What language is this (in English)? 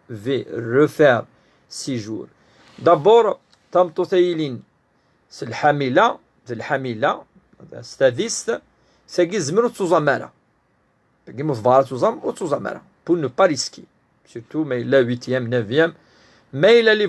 Kabyle